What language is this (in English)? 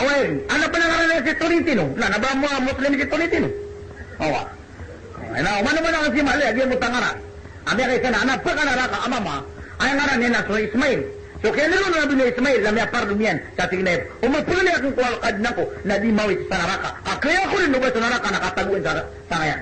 Maranao